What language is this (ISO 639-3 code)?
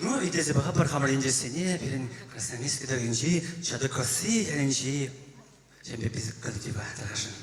chv